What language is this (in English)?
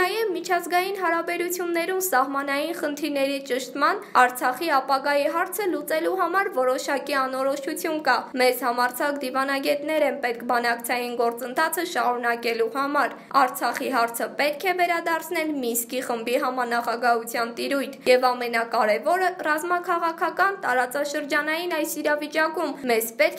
Armenian